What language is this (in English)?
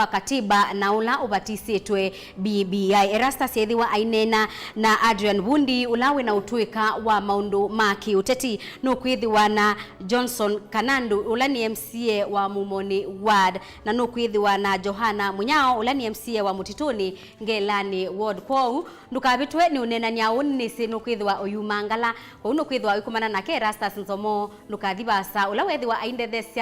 Kamba